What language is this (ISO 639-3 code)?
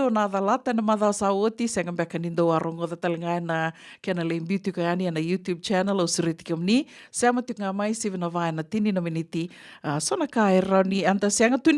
fij